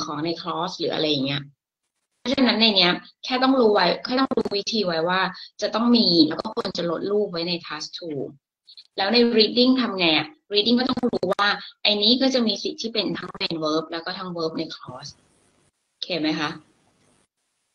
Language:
Thai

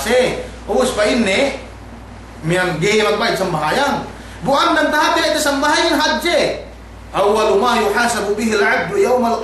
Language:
Yakan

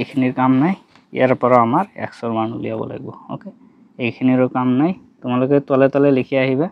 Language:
Assamese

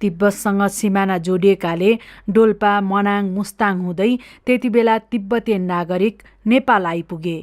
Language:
Nepali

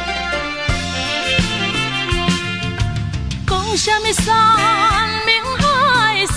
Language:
Min Nan Chinese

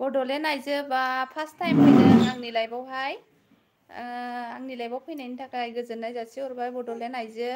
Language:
Bodo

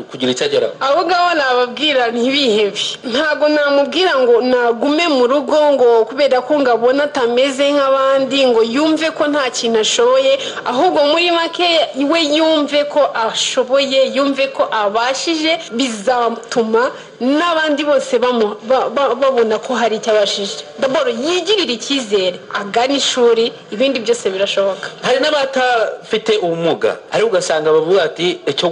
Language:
Kinyarwanda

